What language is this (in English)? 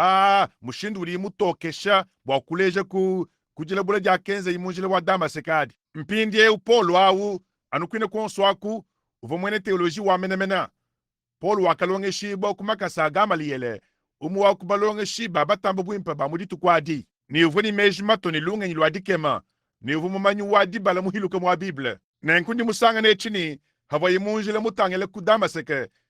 Luba-Lulua